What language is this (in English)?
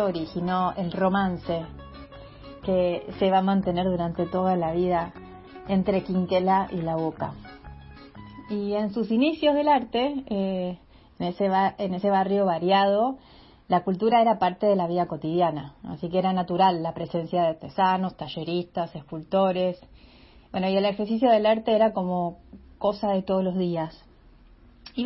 Spanish